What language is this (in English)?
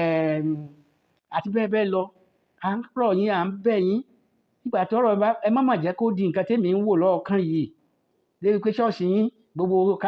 Yoruba